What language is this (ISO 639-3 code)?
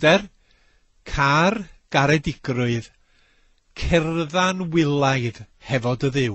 cym